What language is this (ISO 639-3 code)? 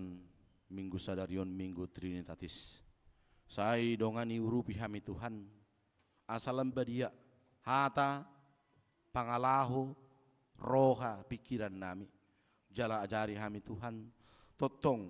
bbc